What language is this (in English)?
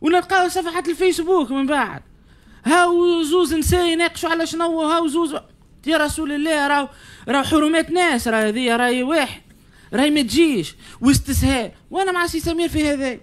Tunisian Arabic